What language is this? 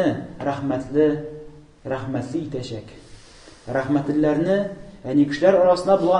Tatar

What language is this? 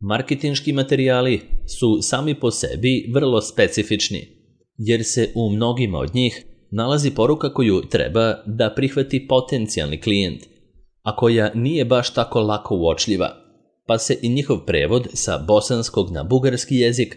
Serbian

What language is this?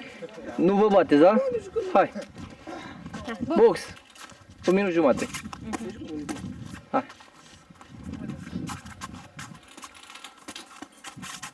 Romanian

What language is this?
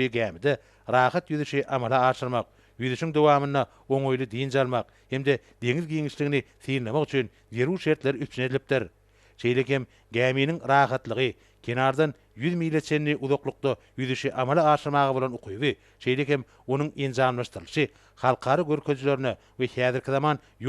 Turkmen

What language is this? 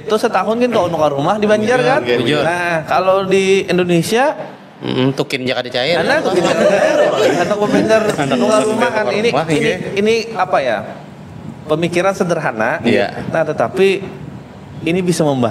Banjar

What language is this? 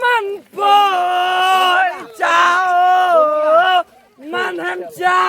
Naga Pidgin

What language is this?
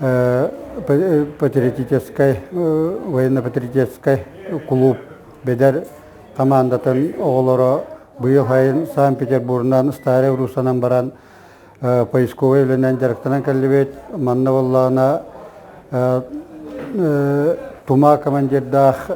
Yakut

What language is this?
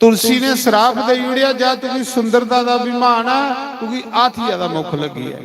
Dogri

